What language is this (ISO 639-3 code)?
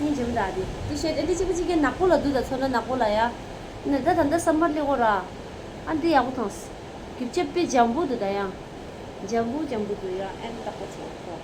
bod